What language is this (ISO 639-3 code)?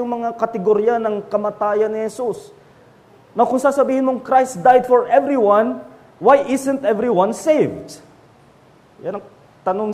fil